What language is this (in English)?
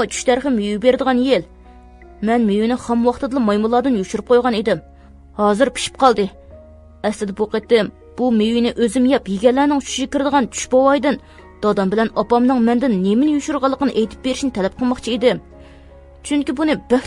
Uyghur